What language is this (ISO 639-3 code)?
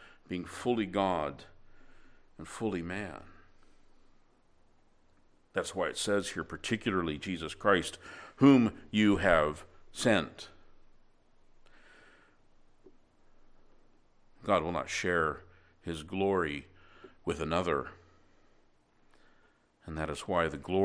eng